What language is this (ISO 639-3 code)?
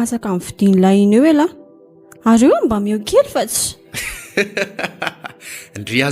mlg